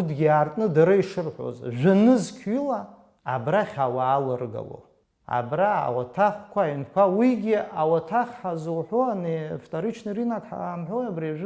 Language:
Abkhazian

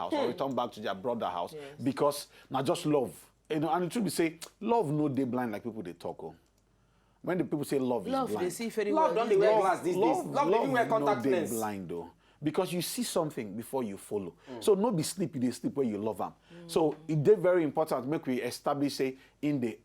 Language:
Nigerian Pidgin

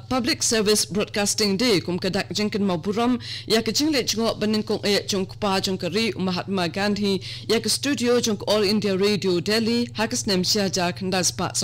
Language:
Khasi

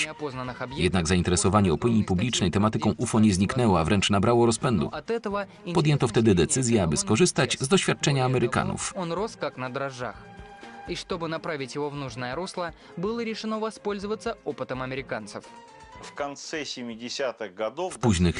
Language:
Polish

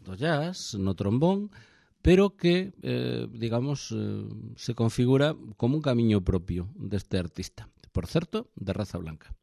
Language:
Galician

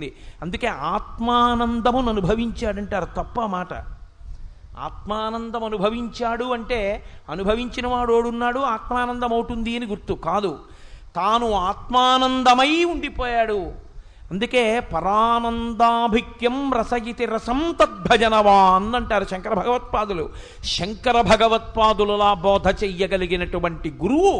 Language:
Telugu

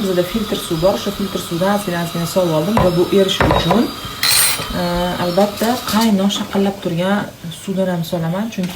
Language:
Uzbek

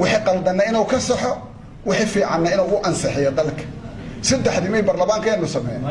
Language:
Somali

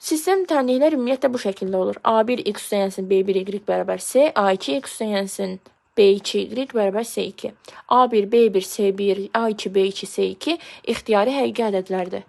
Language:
Azerbaijani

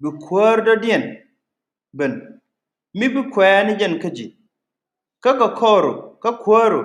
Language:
Nuer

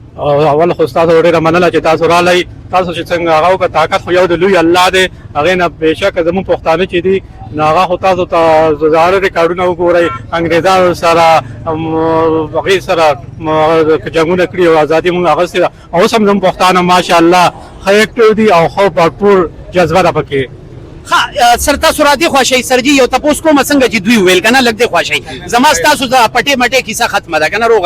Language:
Pashto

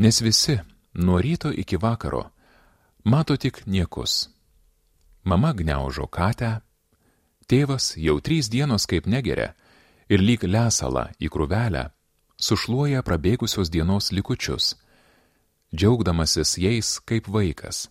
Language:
Lithuanian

